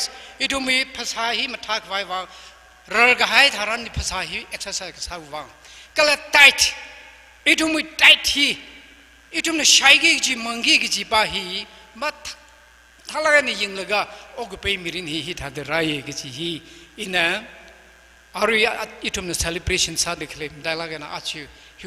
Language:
Tangkhul Naga (India)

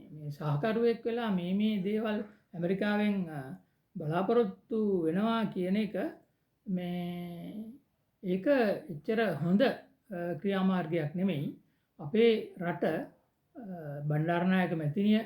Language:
Sinhala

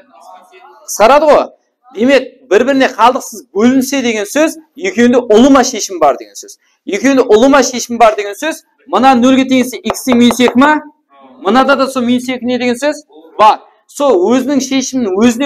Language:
Kara-Kalpak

